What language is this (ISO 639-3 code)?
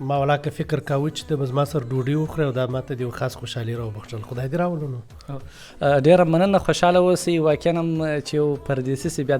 pus